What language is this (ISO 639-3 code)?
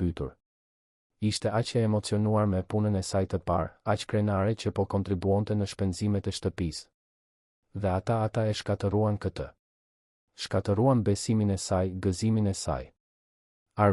sqi